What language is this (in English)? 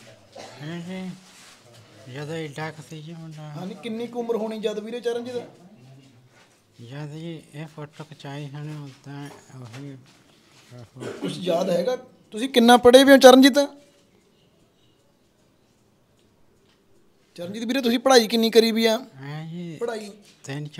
Punjabi